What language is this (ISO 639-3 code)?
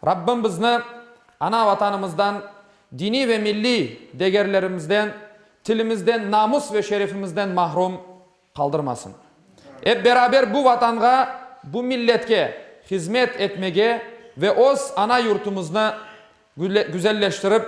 crh